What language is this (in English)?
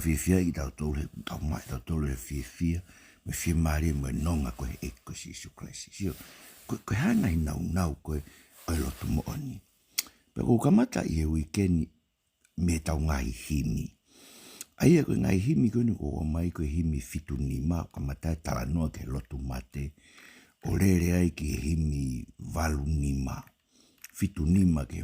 Tongan